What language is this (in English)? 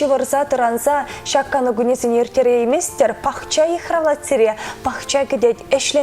Chuvash